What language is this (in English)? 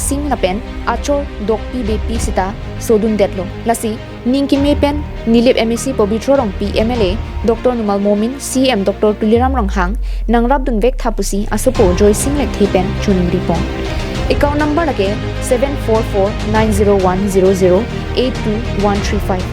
Karbi